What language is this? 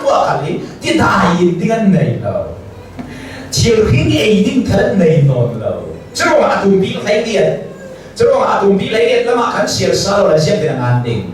Hakha Chin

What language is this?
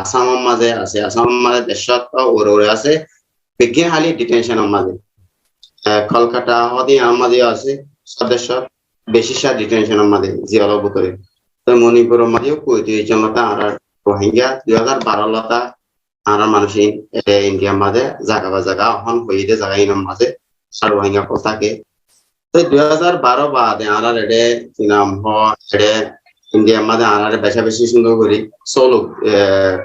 Rohingya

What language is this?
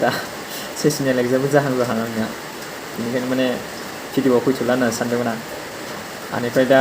Bodo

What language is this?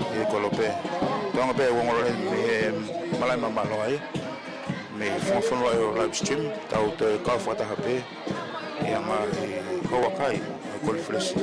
Tongan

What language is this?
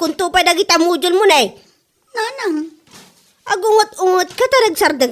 Iloko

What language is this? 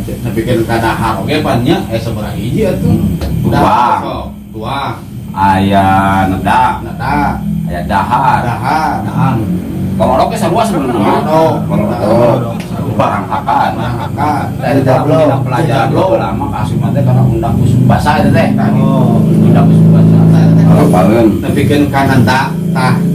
Sundanese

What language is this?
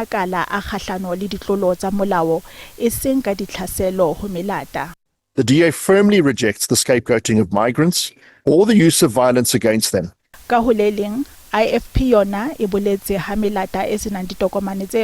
Southern Sotho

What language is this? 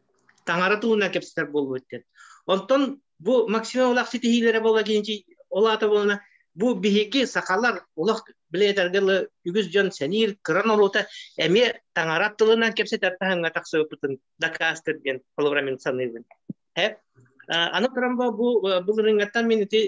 Yakut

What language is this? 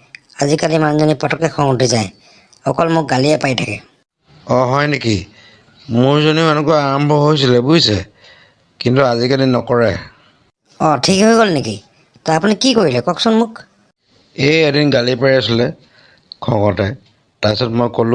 Assamese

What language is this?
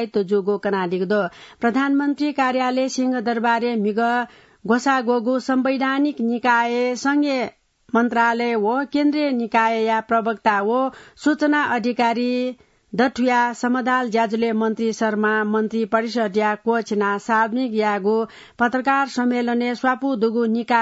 Newari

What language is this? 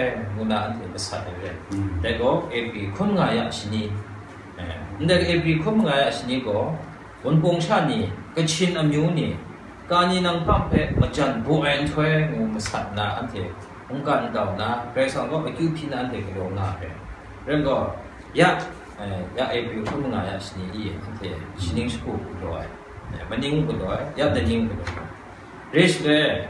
Kachin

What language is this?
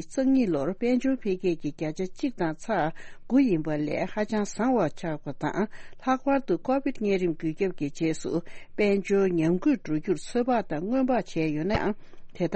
Tibetan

